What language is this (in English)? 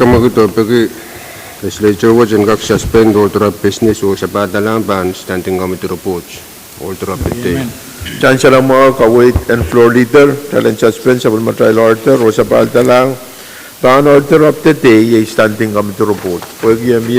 Pohnpeian